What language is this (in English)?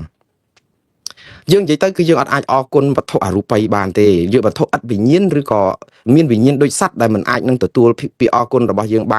Khmer